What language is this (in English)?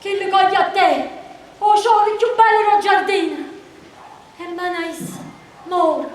Neapolitan